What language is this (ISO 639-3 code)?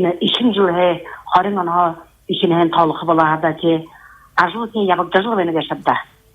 bua